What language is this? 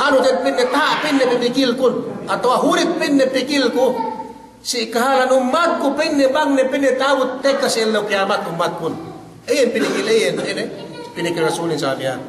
Yakan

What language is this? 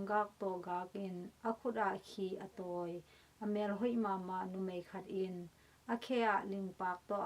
Tedim Chin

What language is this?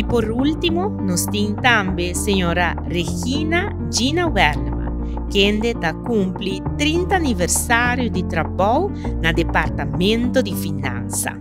Papiamento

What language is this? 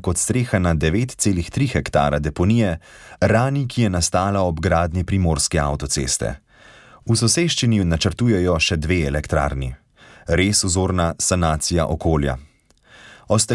Slovenian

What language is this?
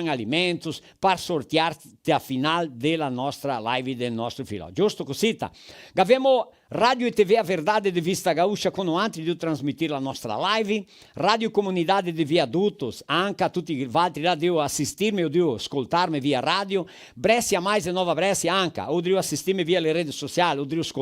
Venetian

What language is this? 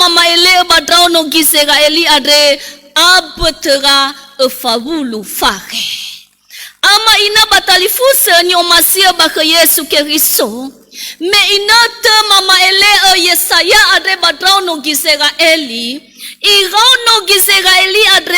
Nias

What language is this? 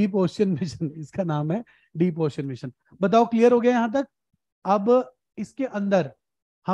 Hindi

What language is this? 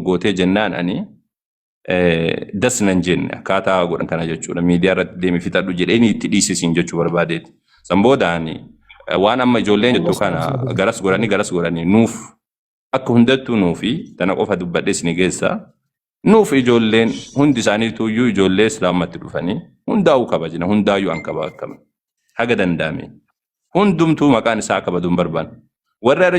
Oromo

